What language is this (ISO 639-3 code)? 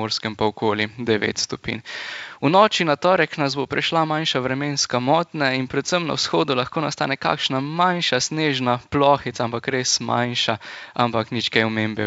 slv